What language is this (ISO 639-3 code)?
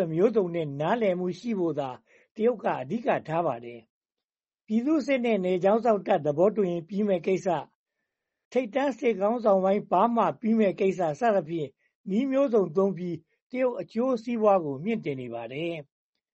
mya